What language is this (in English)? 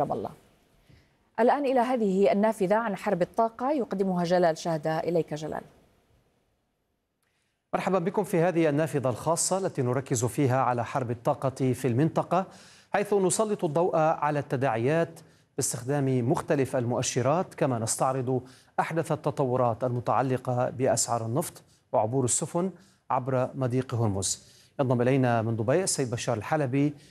Arabic